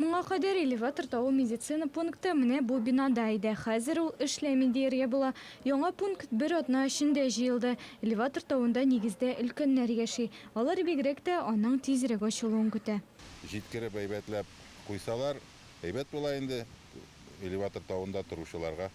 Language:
Tatar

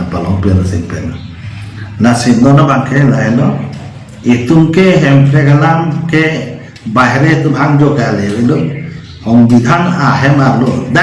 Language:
Karbi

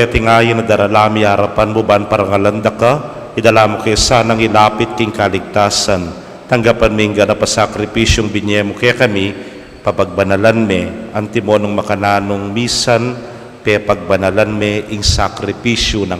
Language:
Pampanga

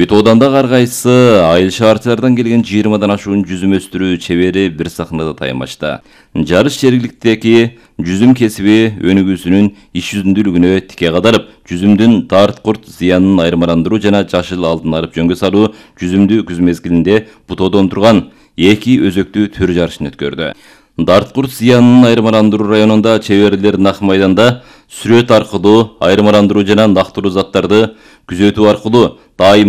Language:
Kyrgyz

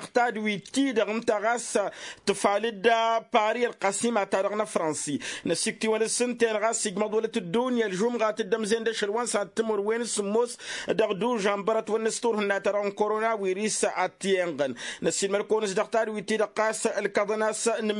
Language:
Tamasheq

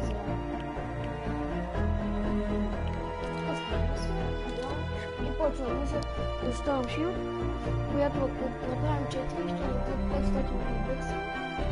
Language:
Bulgarian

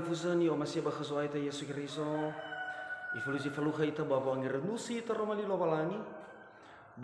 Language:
Nias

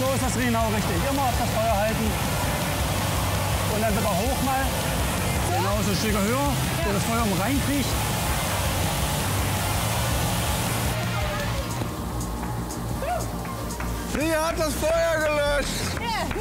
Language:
German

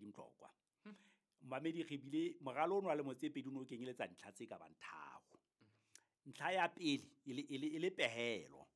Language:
Southern Sotho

